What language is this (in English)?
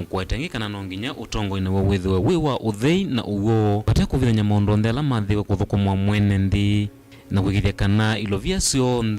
Kamba